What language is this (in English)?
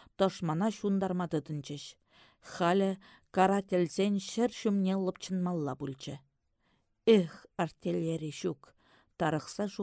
Chuvash